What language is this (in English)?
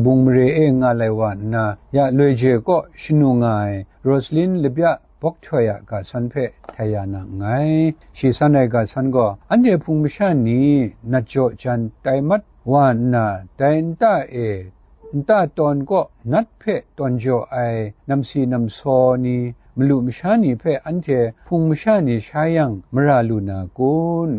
Kachin